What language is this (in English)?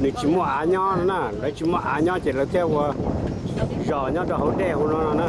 Hmong